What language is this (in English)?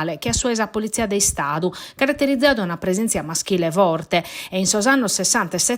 Sardinian